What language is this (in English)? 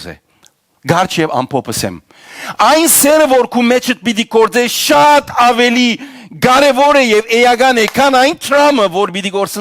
Western Armenian